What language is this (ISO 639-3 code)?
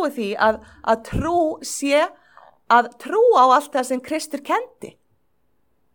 isl